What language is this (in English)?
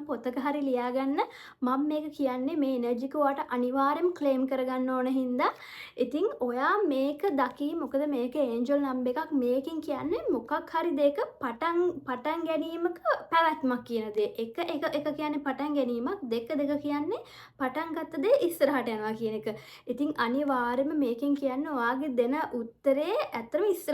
Sinhala